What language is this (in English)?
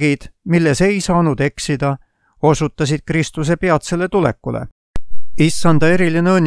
Estonian